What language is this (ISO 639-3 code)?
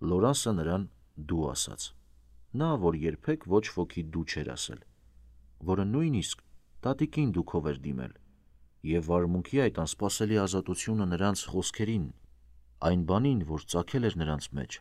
hye